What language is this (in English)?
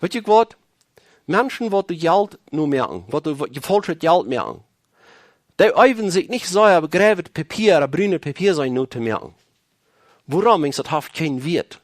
Plautdietsch